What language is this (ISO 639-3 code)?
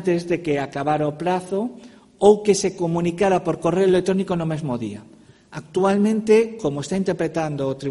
glg